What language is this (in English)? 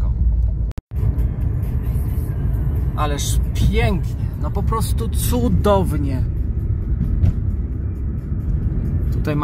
Polish